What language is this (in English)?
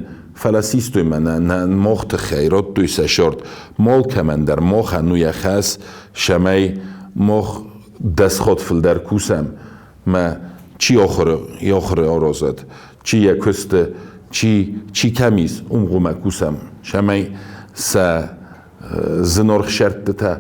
Ossetic